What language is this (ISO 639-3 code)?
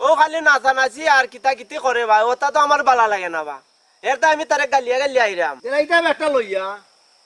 syl